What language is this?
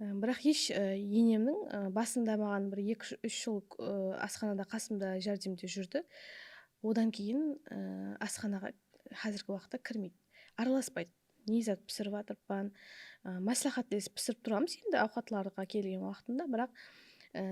Kara-Kalpak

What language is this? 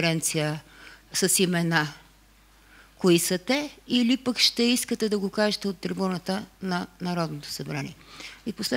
Bulgarian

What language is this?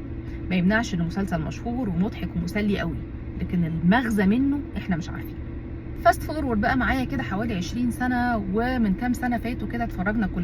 Egyptian Arabic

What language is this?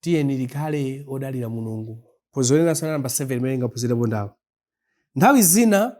Nyanja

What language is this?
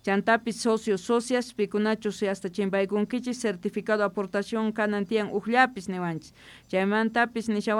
Quechua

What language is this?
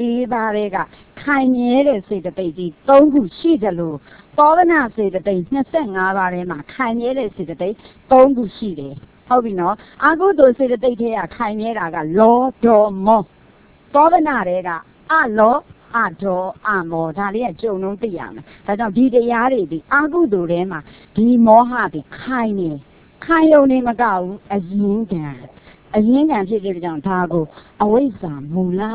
Burmese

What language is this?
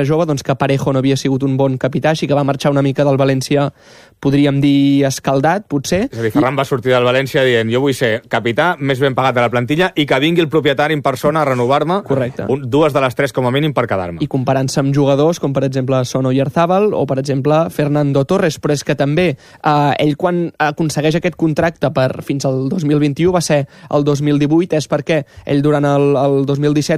Catalan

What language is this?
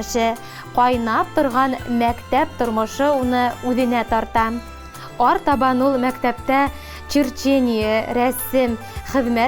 Bashkir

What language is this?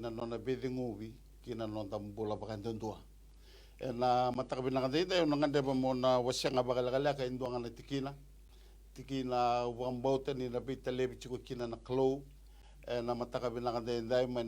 Fijian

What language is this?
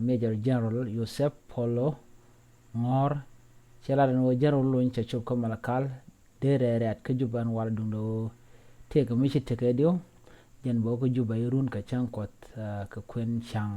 Nuer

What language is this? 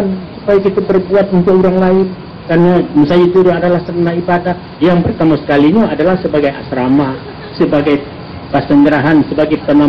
Minangkabau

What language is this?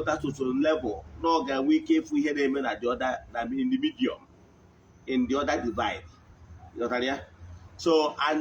Igbo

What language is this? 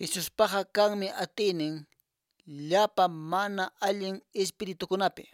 Quechua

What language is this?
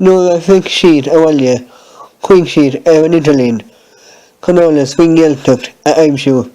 Irish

